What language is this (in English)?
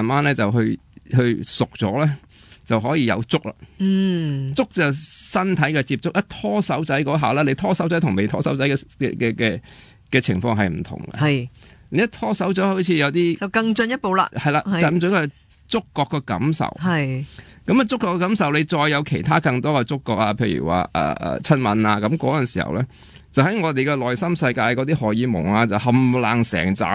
Cantonese